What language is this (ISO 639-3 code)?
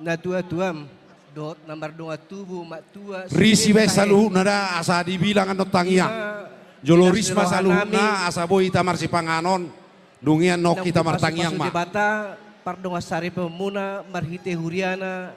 bbc